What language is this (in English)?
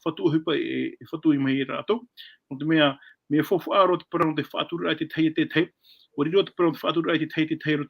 Tahitian